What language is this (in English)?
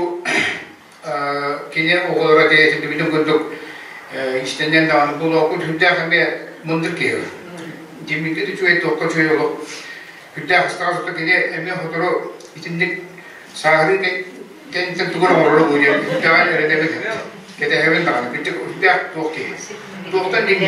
Yakut